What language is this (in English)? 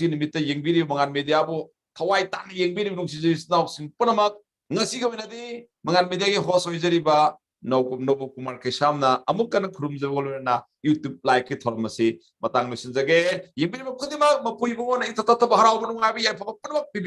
Manipuri